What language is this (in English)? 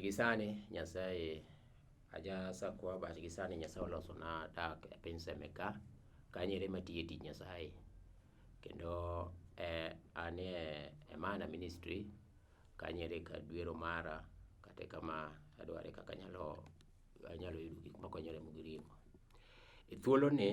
Luo (Kenya and Tanzania)